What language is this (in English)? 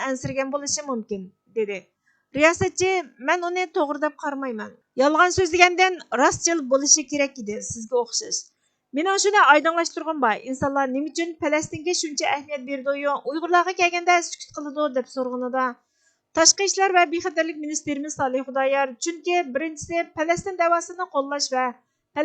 Uyghur